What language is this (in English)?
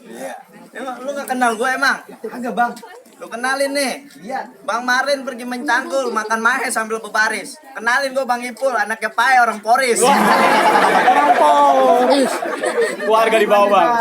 Betawi